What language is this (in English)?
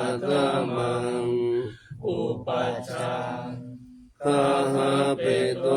Pali